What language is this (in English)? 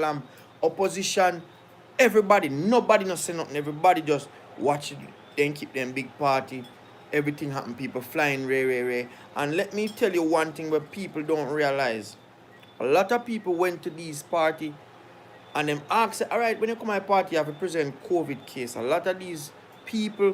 Jamaican Creole English